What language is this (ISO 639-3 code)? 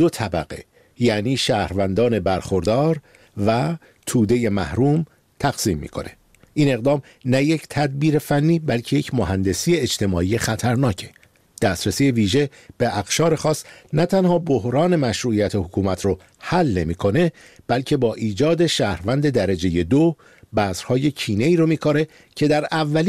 fas